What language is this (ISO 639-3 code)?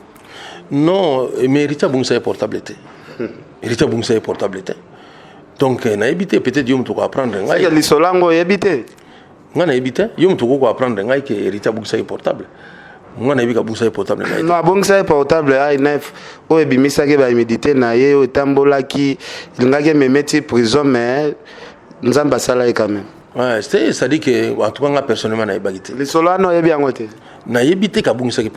lin